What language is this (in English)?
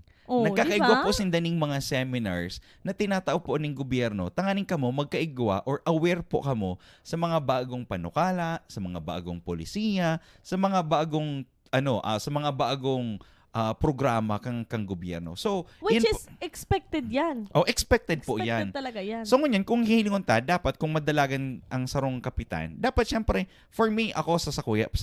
Bikol